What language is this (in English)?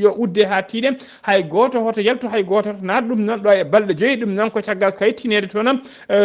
Fula